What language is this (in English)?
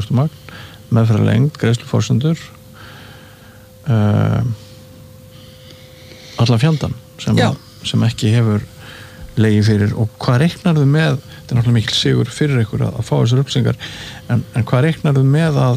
Icelandic